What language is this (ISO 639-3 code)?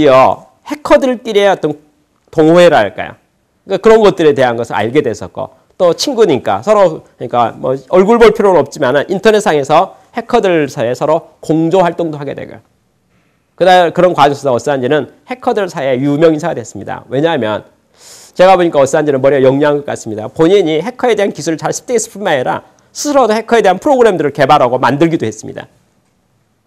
kor